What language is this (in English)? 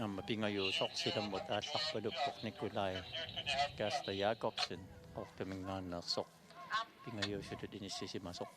Kalaallisut